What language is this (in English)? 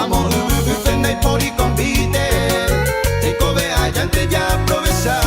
Guarani